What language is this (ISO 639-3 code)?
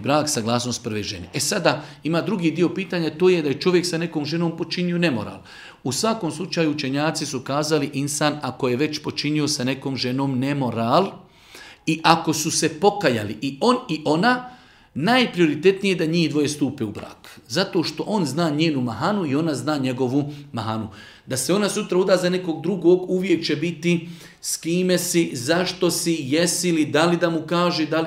bos